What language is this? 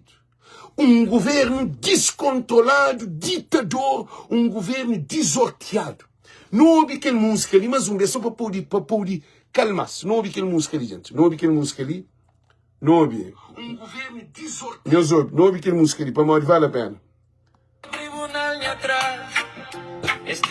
Kabuverdianu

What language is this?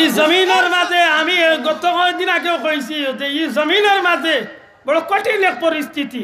Sylheti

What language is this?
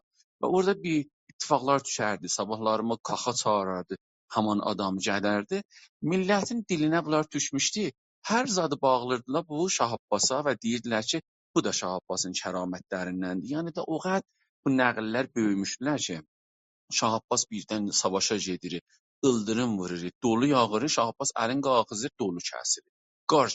South Azerbaijani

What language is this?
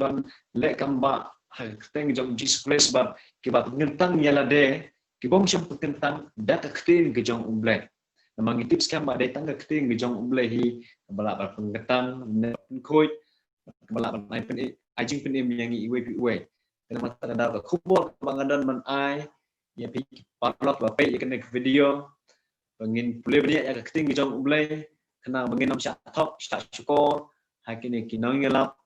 Khasi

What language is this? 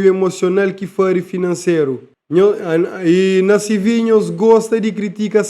Kabuverdianu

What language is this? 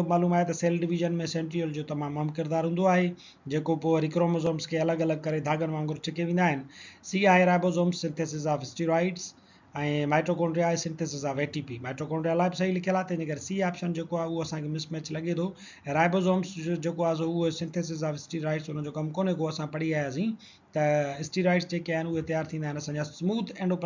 Sindhi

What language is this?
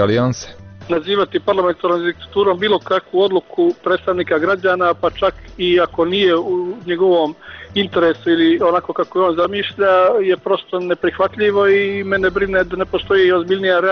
Serbian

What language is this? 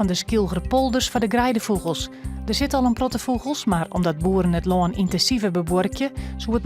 Western Frisian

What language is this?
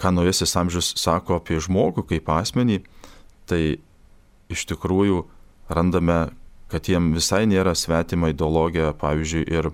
Lithuanian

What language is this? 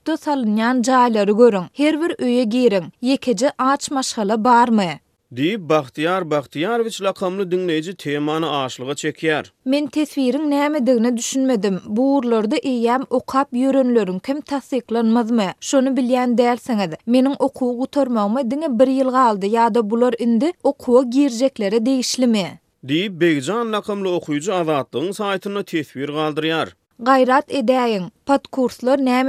Turkmen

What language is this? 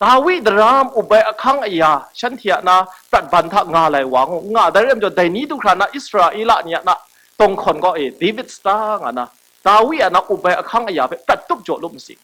Kachin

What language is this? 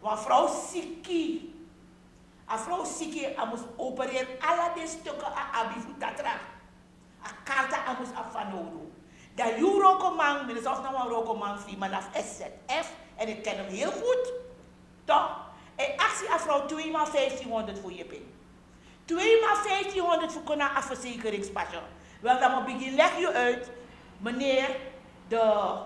Sranan Tongo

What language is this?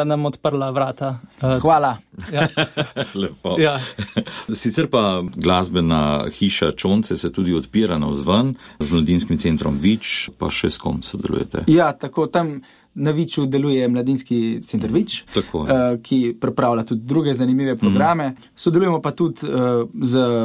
Slovenian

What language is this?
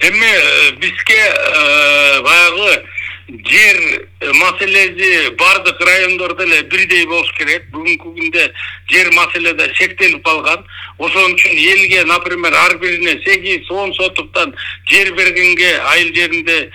Kyrgyz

